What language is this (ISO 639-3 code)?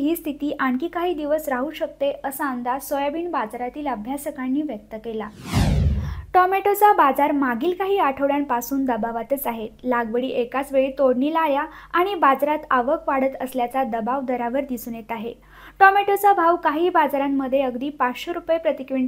mar